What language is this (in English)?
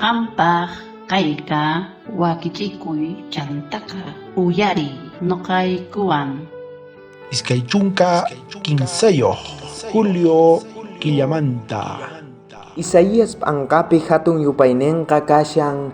South Bolivian Quechua